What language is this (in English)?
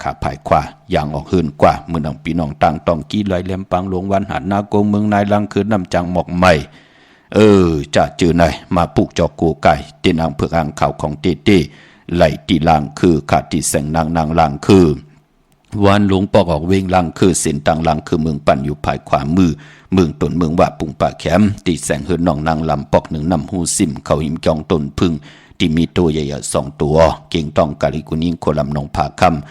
Shan